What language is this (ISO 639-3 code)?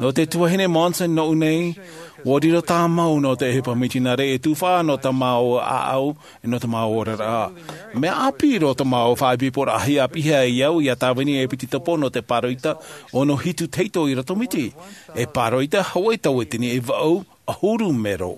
tah